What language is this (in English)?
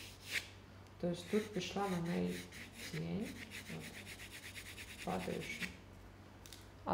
Ukrainian